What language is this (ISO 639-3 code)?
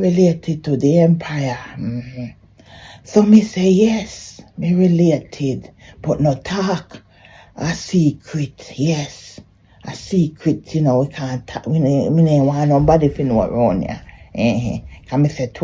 jam